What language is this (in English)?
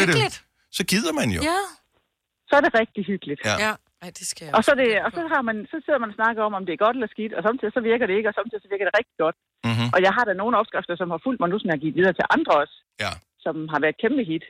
Danish